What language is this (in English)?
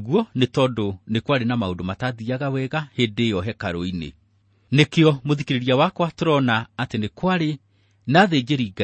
Kikuyu